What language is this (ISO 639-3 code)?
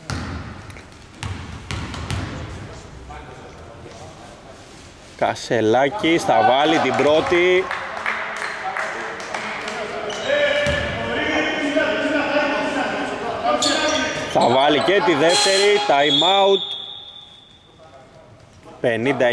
ell